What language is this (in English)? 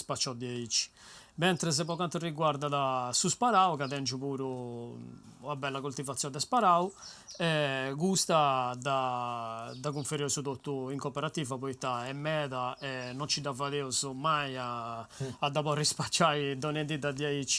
Sardinian